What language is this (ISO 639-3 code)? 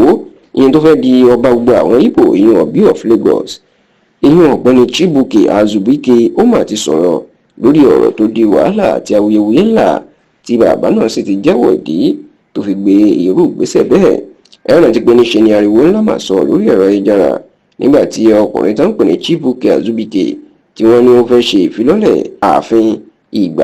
yor